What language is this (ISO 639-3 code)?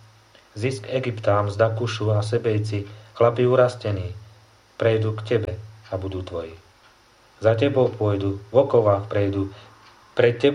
slk